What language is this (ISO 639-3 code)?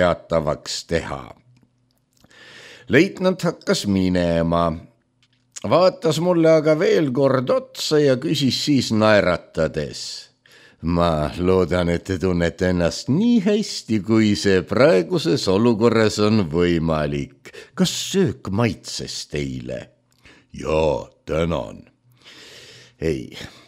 est